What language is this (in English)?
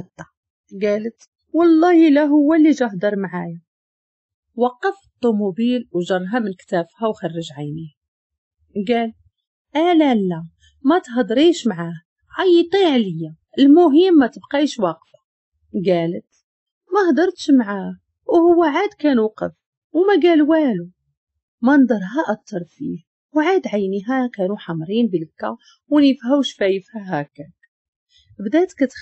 Moroccan Arabic